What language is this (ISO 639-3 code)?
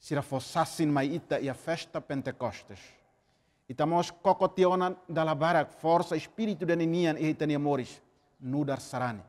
tet